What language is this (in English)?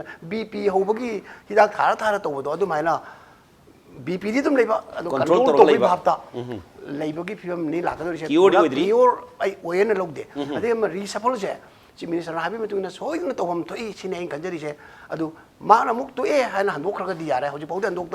Manipuri